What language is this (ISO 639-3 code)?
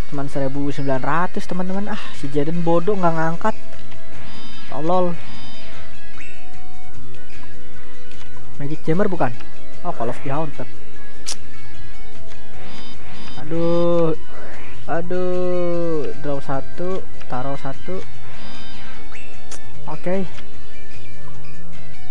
ind